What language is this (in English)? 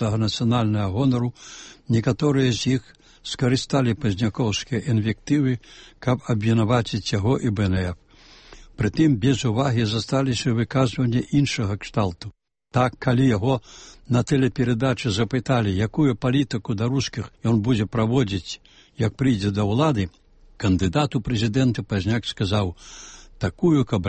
Belarusian